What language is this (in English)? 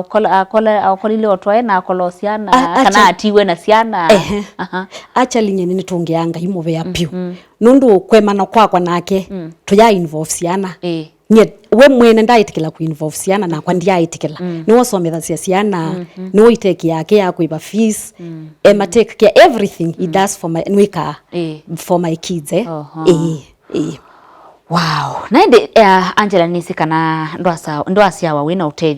Kamba